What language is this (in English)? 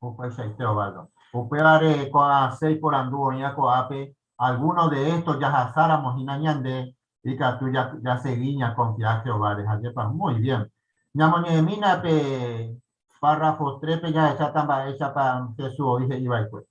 Guarani